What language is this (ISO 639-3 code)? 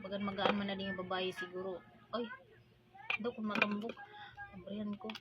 war